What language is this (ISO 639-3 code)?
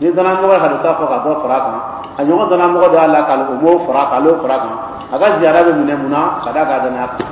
dyu